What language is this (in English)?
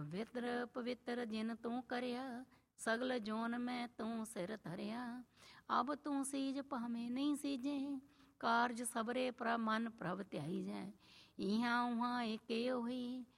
Punjabi